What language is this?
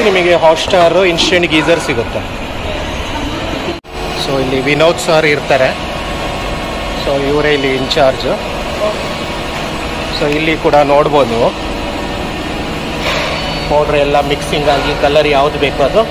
Kannada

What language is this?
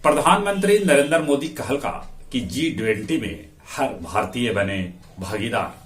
Magahi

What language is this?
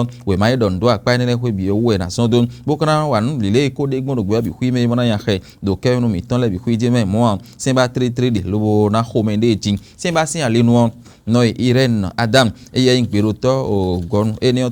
Fon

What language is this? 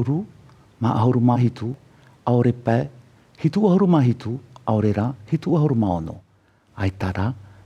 Tahitian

